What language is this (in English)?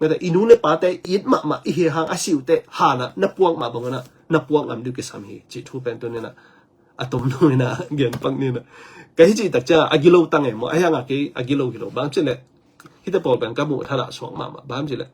Tedim Chin